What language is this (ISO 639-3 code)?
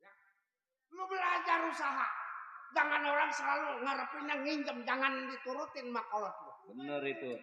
bew